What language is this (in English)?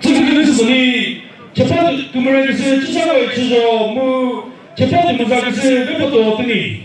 Chokri Naga